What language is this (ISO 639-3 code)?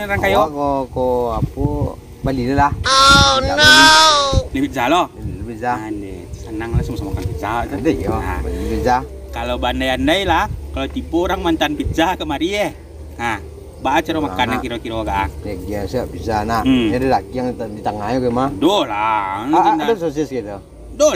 min